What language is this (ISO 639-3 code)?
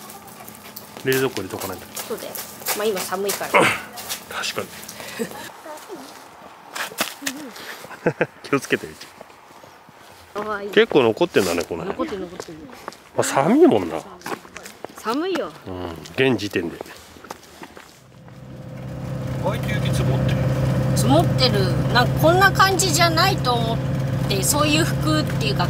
jpn